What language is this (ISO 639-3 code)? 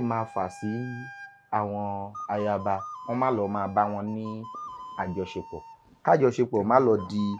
yor